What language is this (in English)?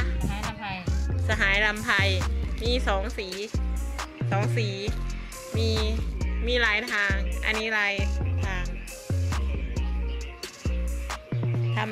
Thai